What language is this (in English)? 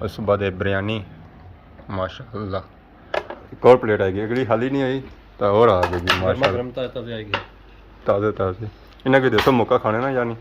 Pahari-Potwari